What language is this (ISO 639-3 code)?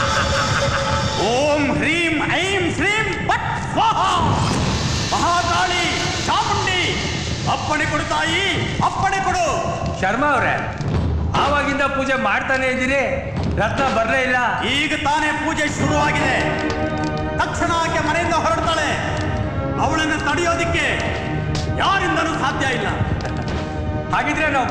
kan